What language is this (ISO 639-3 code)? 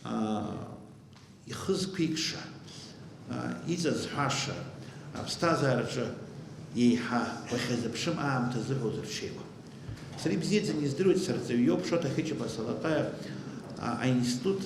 abk